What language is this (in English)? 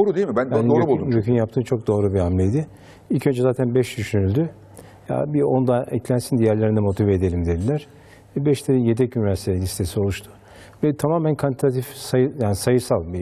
Turkish